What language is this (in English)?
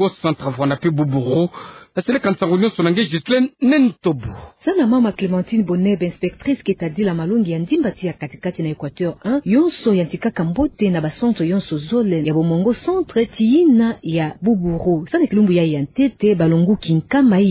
Kituba (Democratic Republic of Congo)